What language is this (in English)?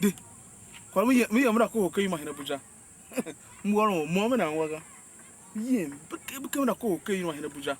Tiv